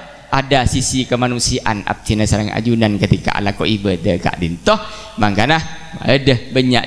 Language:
Madurese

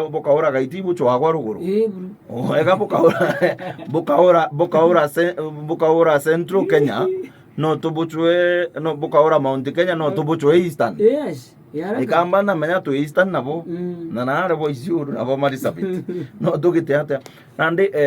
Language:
Meru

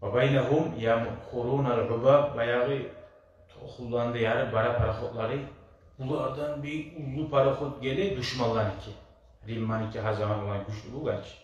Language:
Kumyk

